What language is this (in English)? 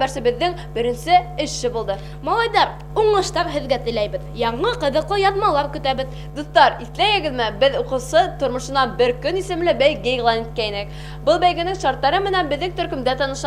Bashkir